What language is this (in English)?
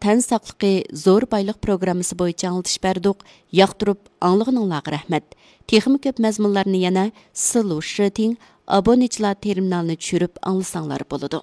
Uyghur